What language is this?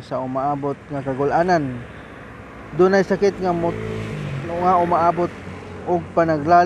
Cebuano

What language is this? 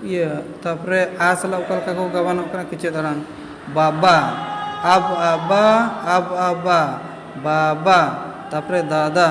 Santali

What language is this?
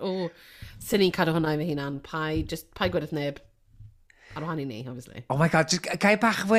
Welsh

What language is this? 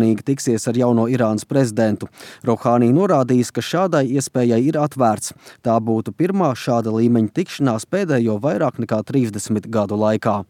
Latvian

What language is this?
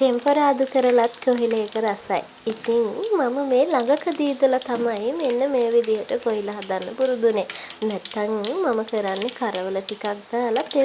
Sinhala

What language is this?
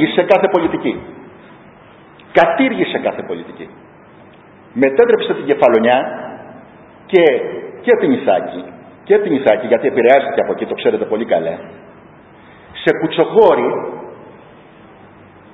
Greek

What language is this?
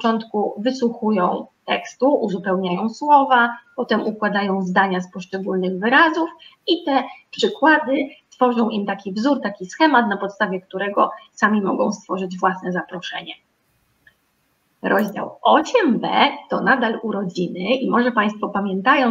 Polish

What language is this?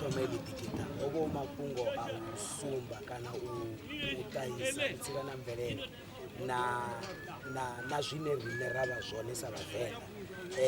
Venda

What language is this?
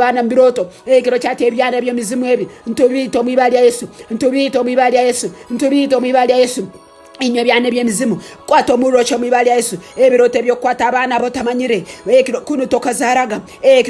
Nyankole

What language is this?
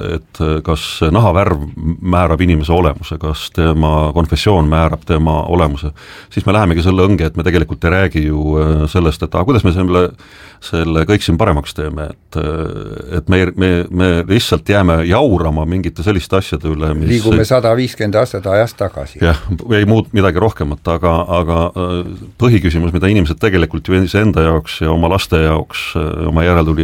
Estonian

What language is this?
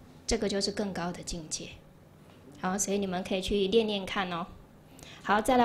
Chinese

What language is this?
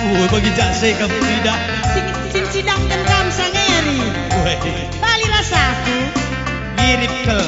Batak Karo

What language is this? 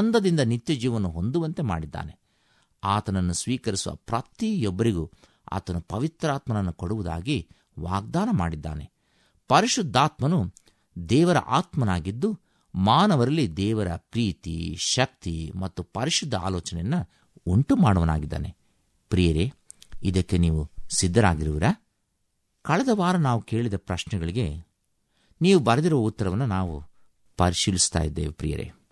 Kannada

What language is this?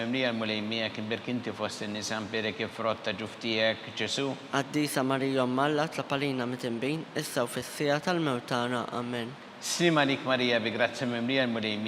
Maltese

